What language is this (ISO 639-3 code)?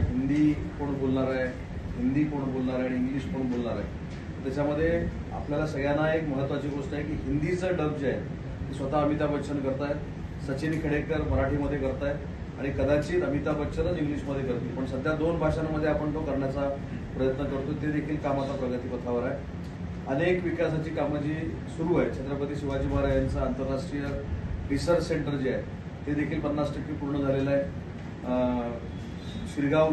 mar